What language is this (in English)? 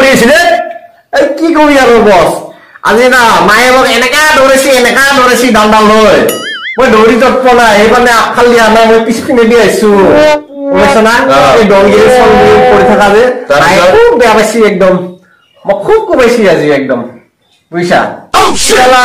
Assamese